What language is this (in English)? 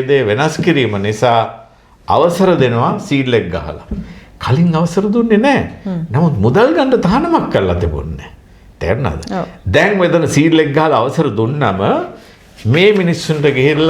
Sinhala